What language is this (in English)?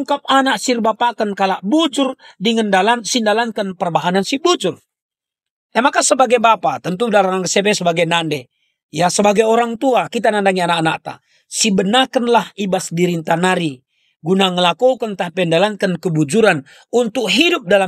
Batak Karo